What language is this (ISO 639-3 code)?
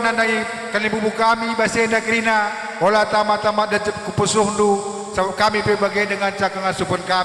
btx